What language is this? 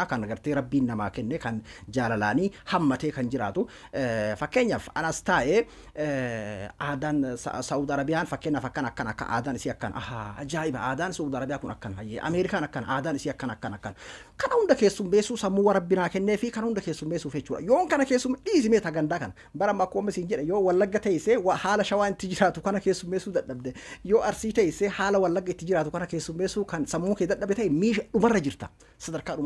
Oromo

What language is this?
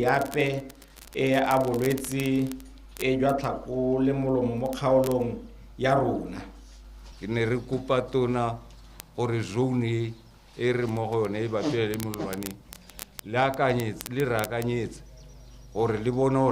Tswana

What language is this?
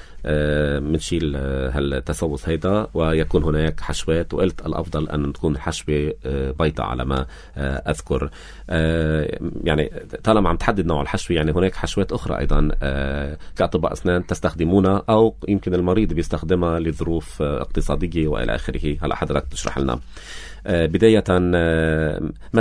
North Levantine Arabic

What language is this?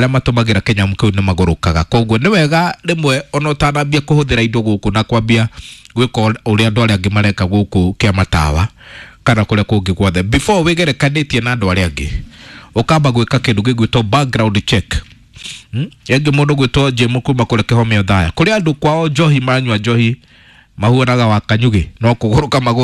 Kikuyu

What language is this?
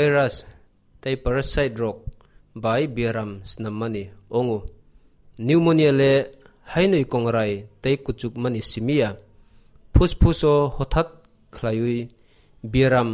Kok Borok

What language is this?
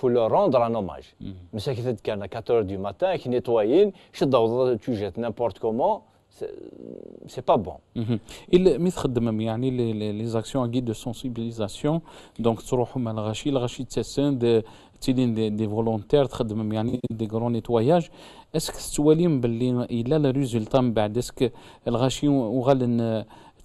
Kabyle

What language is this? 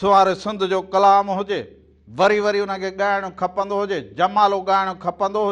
Sindhi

